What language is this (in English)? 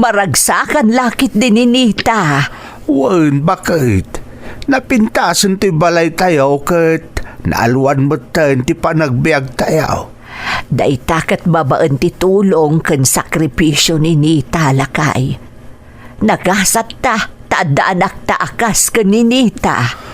Iloko